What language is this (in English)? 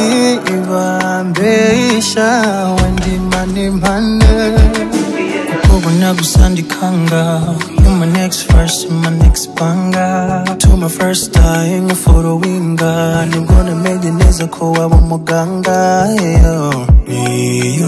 Kinyarwanda